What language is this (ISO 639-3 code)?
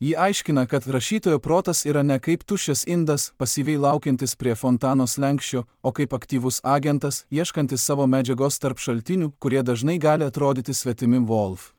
lit